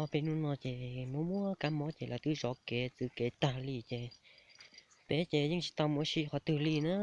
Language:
Hmong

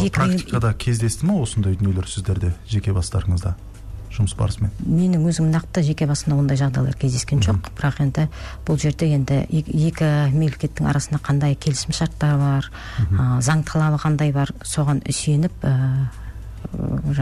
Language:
Kazakh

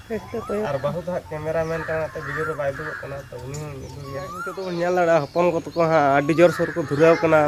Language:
Santali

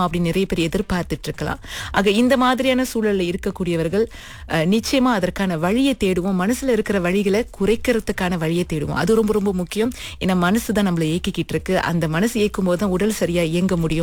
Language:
Tamil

